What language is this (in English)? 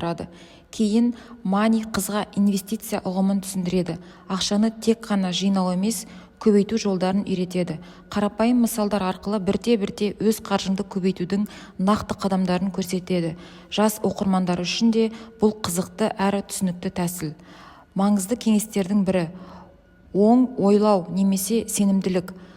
Kazakh